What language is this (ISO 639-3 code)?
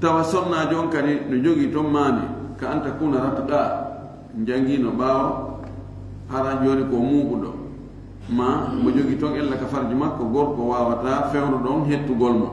ful